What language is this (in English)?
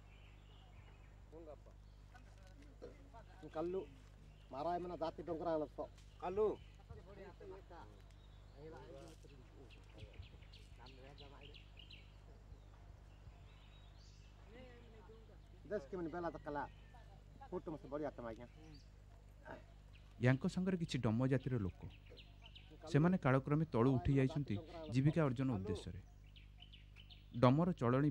Odia